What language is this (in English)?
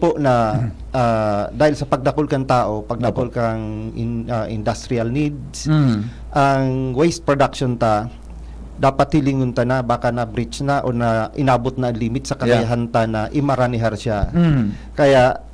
Bikol